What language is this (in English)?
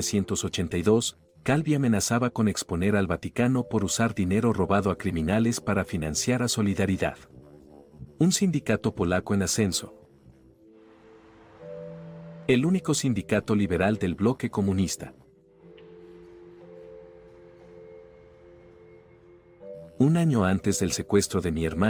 Spanish